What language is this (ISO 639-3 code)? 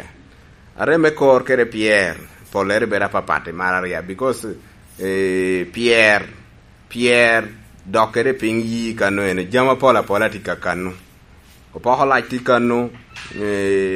laj